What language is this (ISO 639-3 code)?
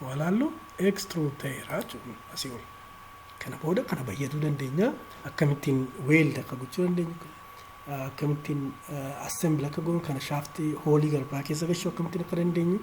orm